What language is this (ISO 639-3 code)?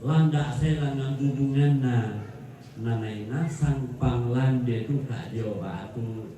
sda